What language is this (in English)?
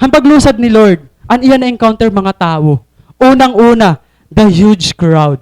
Waray